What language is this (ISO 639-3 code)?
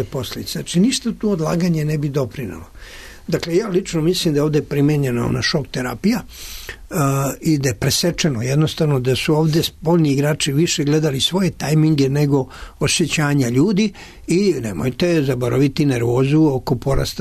srp